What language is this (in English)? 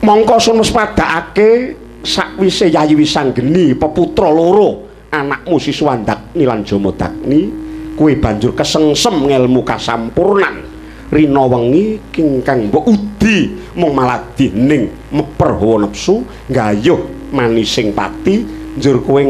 Javanese